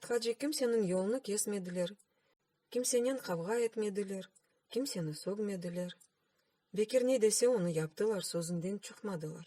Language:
Crimean Tatar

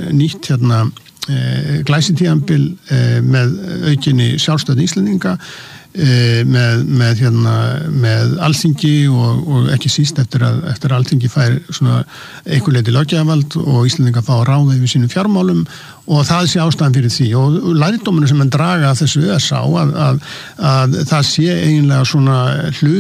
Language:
Icelandic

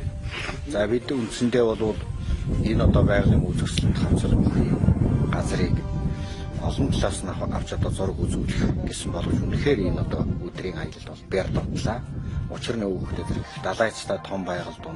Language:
Mongolian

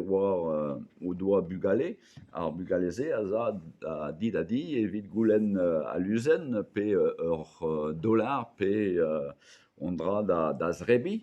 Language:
Breton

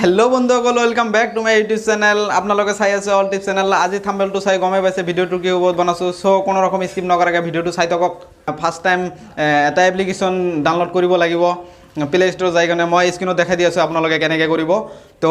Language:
Assamese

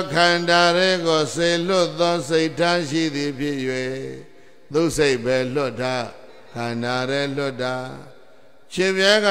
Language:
Burmese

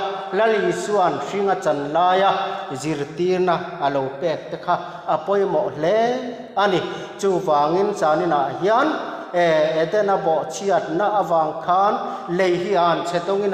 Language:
Mizo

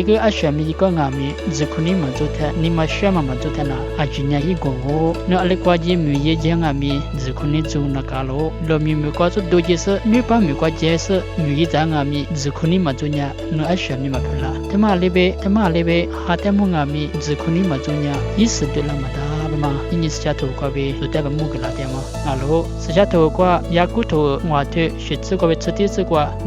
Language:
Lisu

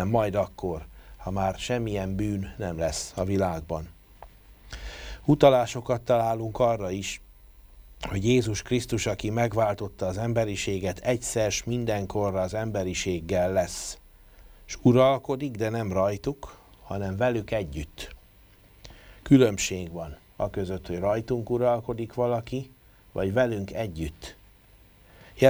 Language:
Hungarian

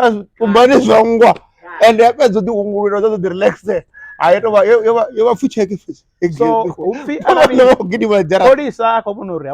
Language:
Venda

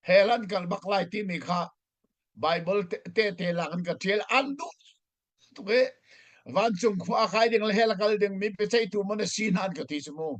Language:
Hakha Chin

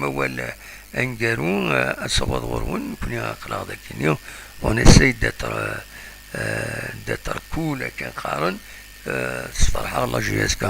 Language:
Kabyle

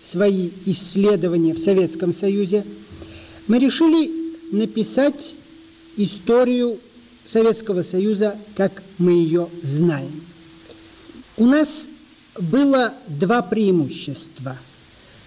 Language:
Russian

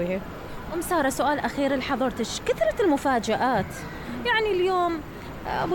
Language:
Mesopotamian Arabic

